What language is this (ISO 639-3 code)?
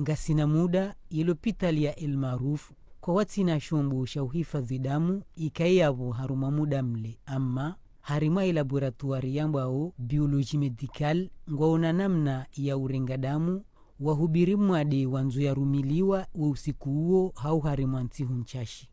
zdj